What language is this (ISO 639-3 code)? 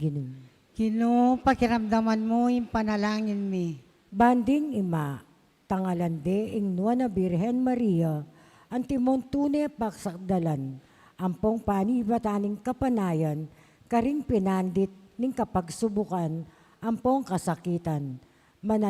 pam